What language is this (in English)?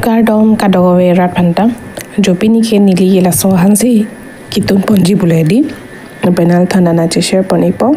Karbi